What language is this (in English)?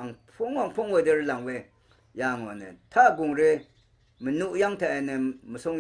Rawang